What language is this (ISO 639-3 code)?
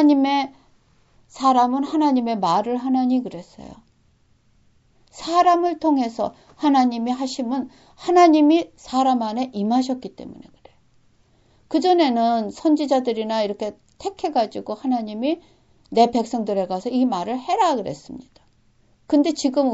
kor